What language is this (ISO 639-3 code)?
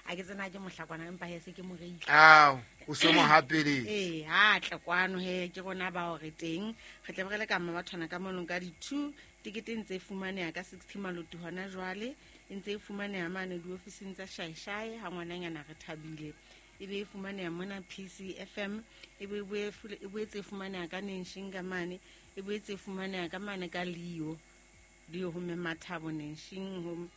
sot